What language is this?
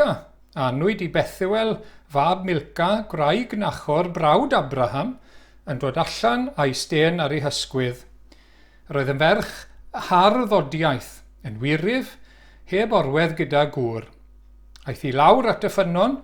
Welsh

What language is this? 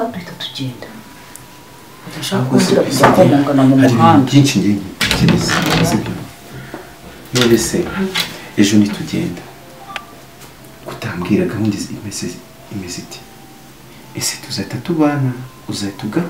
Kinyarwanda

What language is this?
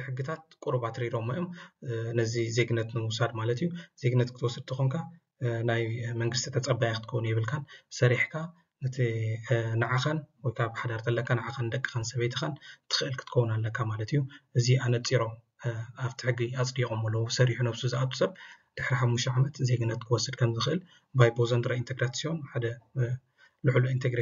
Tigrinya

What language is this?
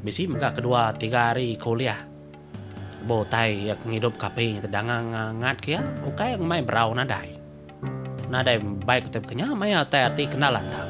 Iban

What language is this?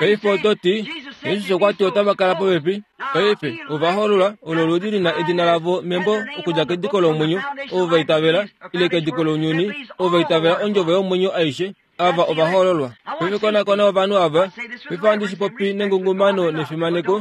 Kuanyama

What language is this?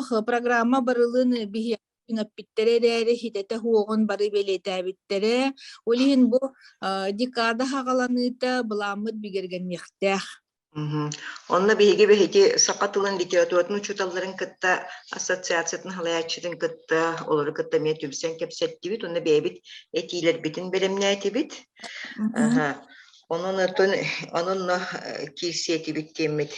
Yakut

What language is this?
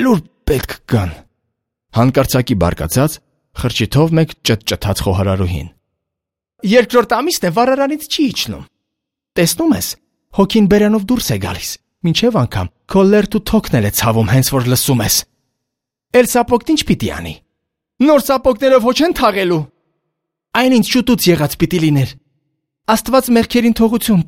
Armenian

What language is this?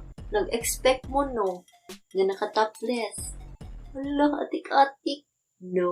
Cebuano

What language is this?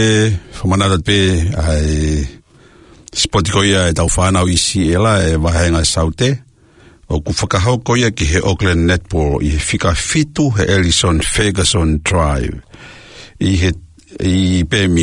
Tongan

